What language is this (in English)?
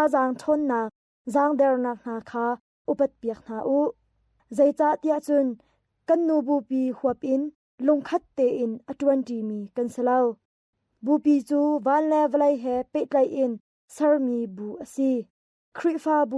Hakha Chin